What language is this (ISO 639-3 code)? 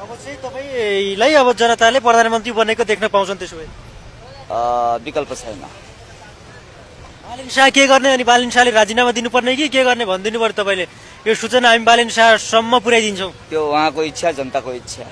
nep